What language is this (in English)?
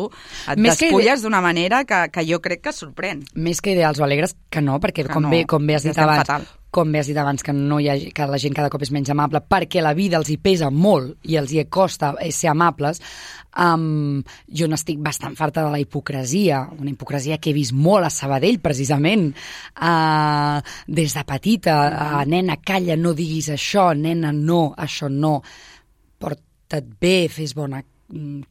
Catalan